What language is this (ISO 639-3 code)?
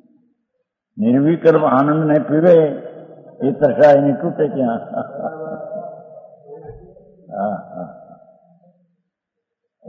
guj